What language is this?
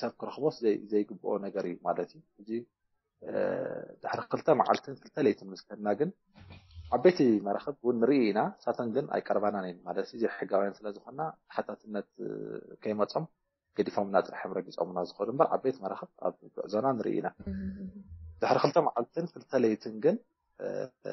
Tigrinya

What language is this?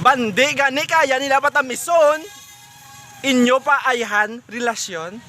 Hiligaynon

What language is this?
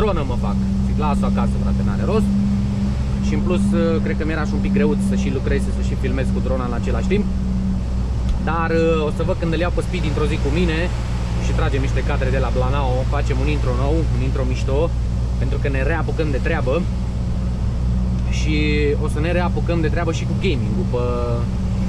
Romanian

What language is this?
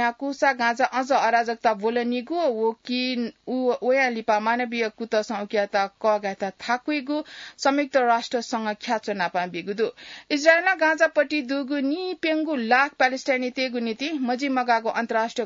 Newari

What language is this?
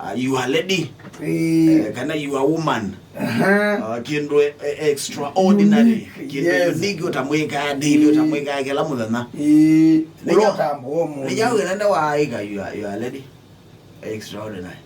Kamba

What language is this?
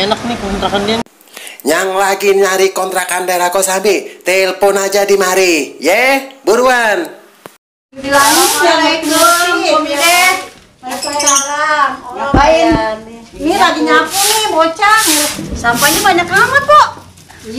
Betawi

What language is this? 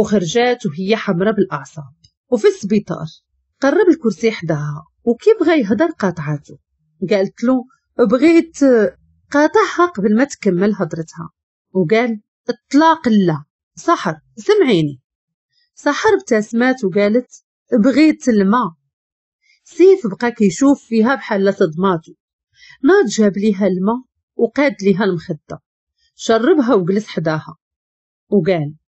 Moroccan Arabic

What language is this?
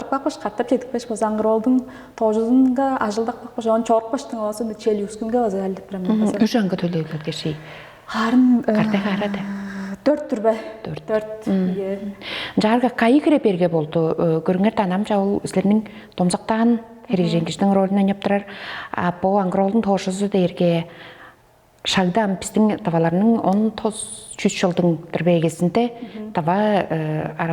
Tuvinian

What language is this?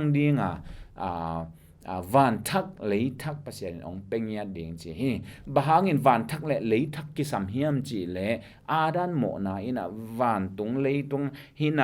Tedim Chin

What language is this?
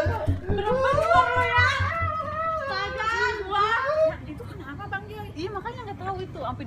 Betawi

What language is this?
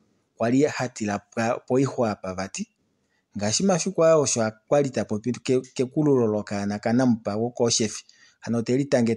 Kuanyama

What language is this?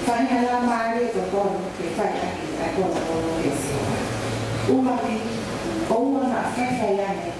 Tongan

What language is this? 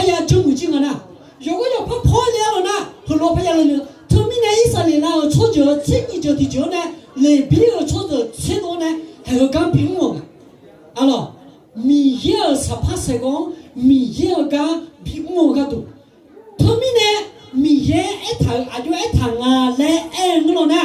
Akha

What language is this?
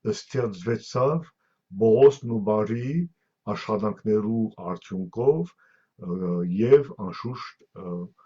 Western Armenian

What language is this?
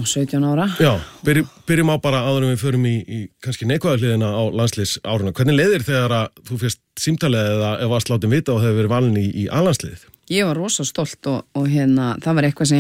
Icelandic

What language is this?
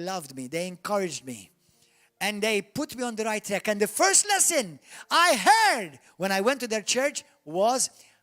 English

